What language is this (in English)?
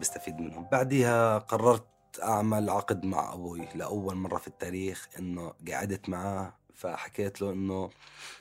North Levantine Arabic